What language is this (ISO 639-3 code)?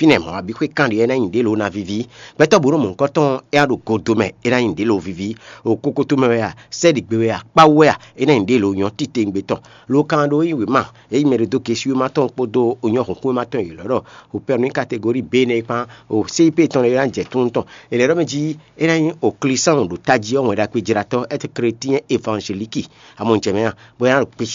fon